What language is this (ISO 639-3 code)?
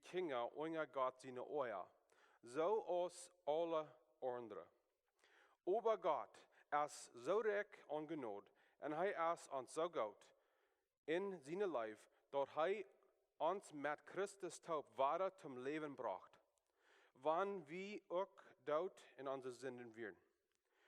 pdt